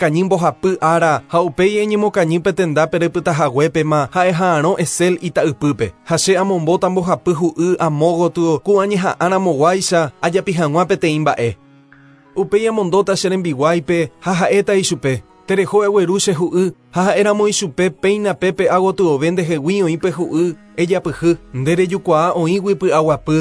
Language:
Guarani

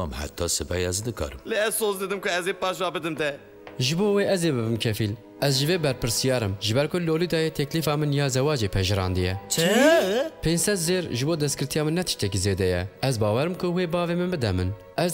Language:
Kurdish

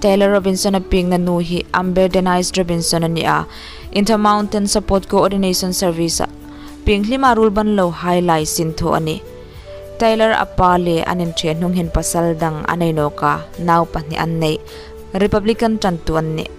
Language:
Hmar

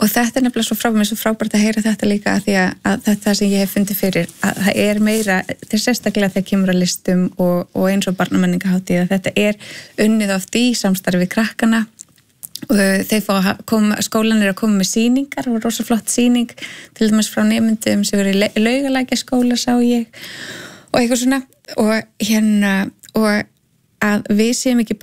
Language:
Icelandic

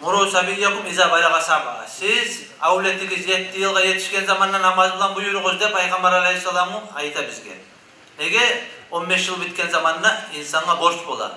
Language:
Kumyk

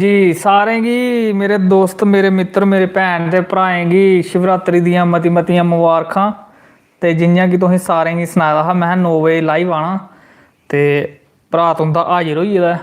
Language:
Dogri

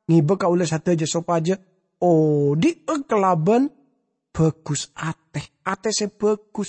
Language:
Madurese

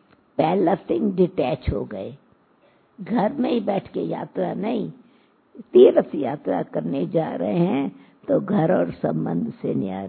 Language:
Hindi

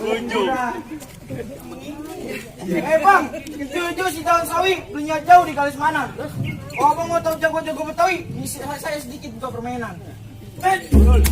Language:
Betawi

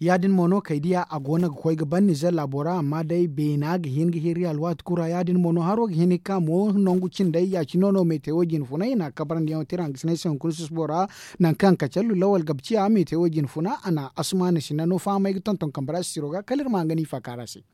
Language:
Zarma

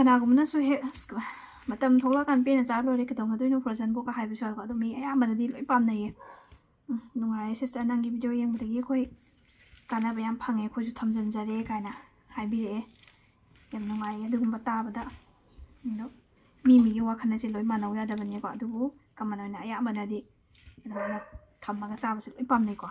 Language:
Manipuri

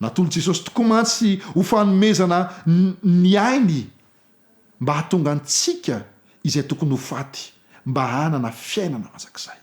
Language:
Malagasy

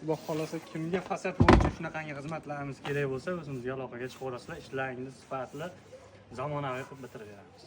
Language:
Uzbek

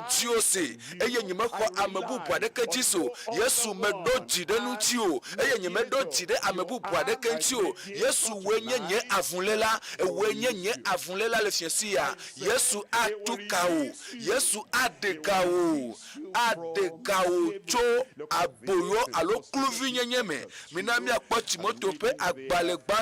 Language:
Ewe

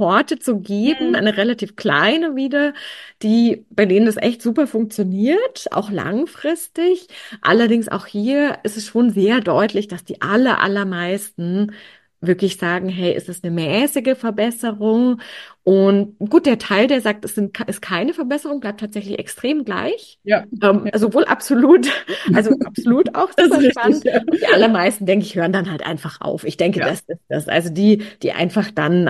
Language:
German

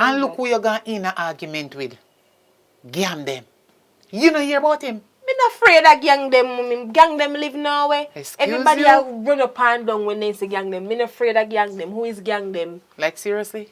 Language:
Jamaican Creole English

